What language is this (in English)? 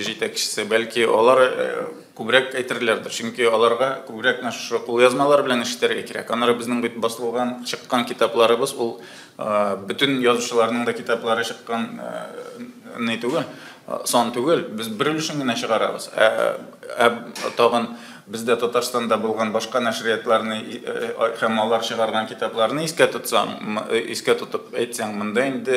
Tatar